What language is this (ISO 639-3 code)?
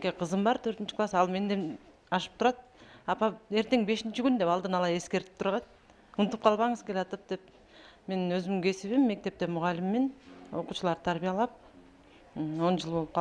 kir